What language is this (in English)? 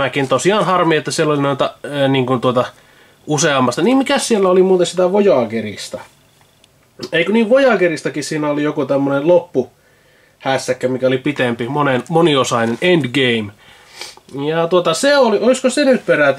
Finnish